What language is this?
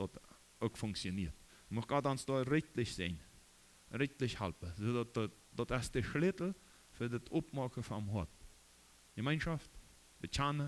Plautdietsch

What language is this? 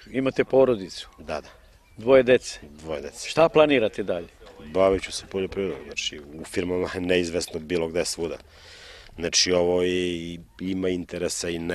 Serbian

